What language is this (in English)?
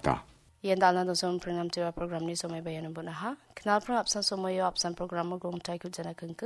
Garo